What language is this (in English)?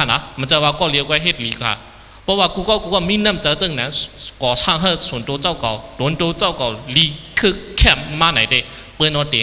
Shan